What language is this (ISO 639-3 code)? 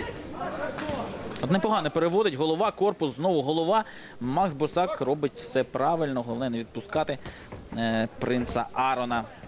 ukr